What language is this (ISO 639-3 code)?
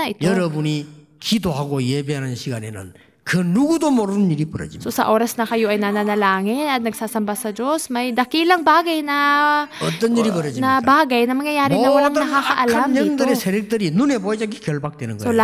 fil